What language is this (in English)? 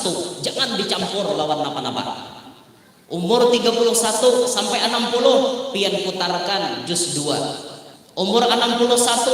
Banjar